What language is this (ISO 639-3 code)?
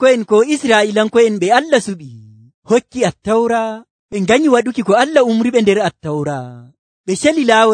fuv